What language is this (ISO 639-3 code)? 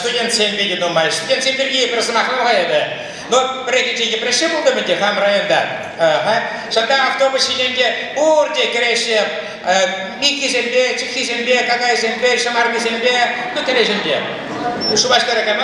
chv